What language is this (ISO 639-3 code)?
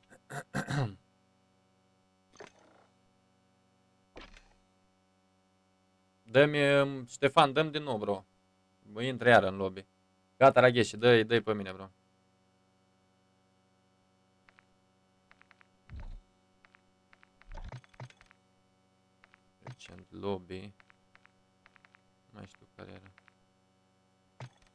ron